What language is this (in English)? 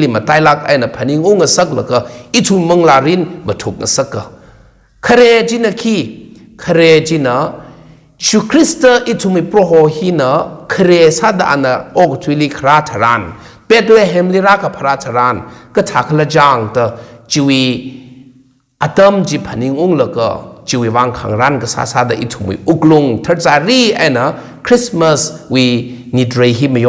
Tangkhul Naga (India)